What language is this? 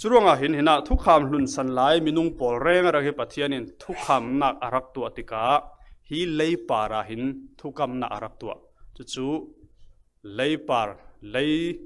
Falam Chin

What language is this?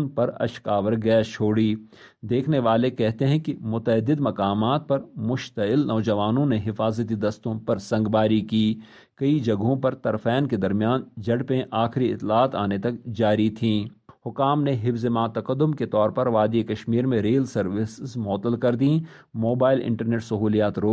Urdu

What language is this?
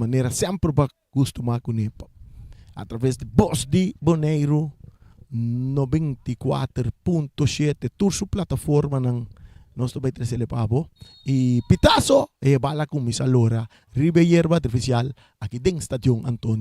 Papiamento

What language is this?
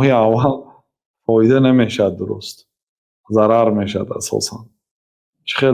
Tajik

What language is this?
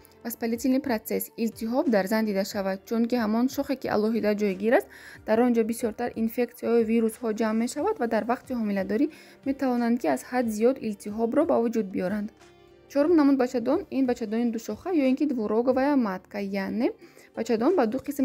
Tajik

